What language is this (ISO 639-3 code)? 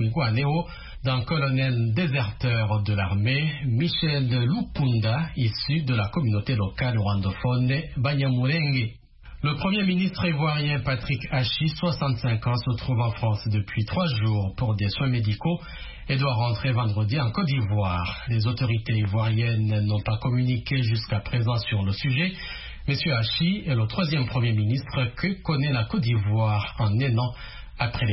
fra